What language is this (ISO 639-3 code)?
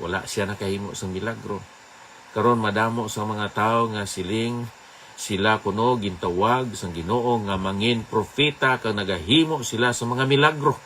hil